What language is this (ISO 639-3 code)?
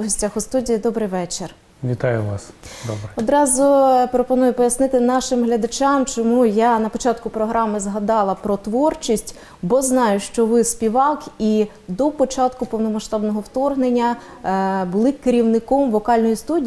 ukr